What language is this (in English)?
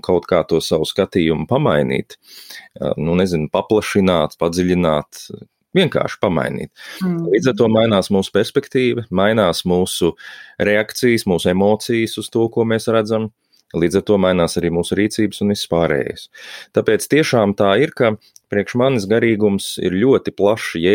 Latvian